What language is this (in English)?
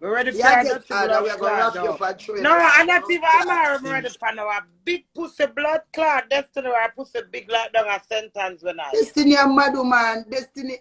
Jamaican Creole English